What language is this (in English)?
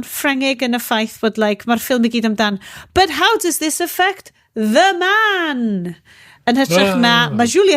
Welsh